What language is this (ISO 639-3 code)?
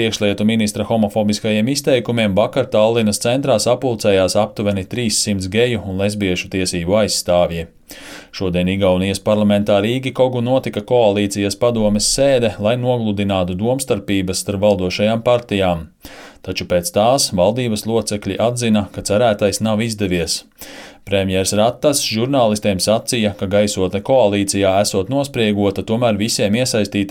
lav